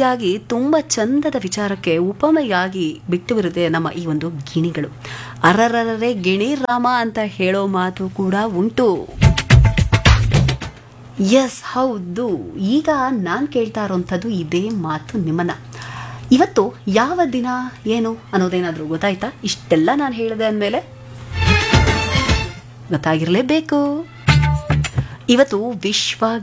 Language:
Kannada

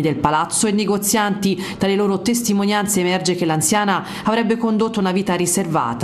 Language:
Italian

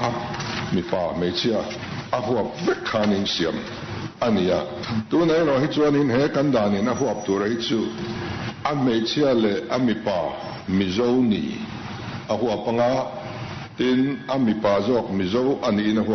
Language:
Mizo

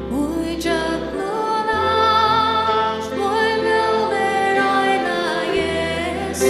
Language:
Faroese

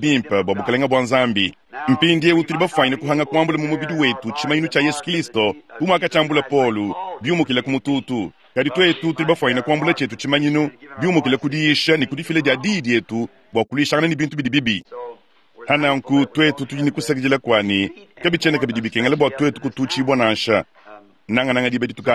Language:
Luba-Lulua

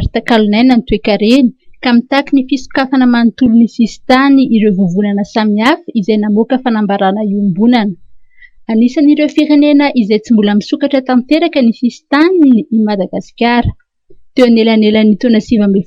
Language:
Malagasy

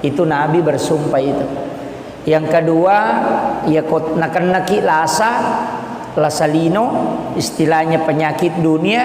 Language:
Buginese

